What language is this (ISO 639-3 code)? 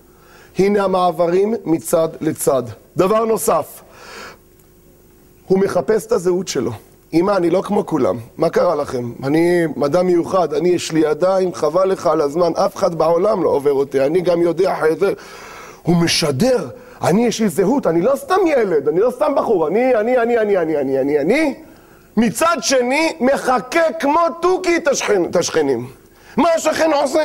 heb